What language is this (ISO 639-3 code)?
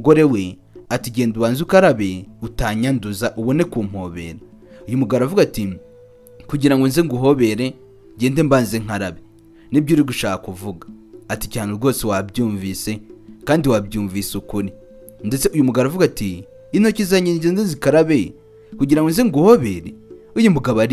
kin